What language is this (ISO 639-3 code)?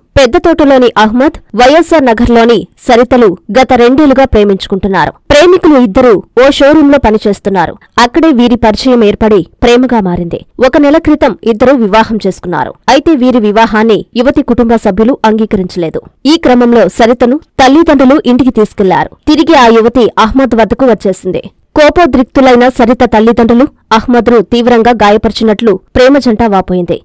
tel